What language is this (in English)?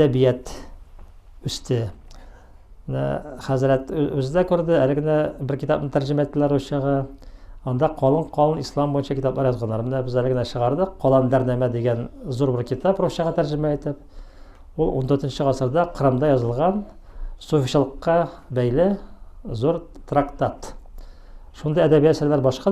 Tatar